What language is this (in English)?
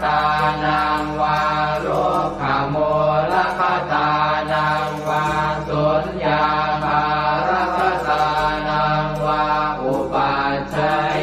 Pali